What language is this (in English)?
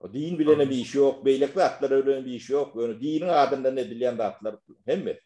Turkmen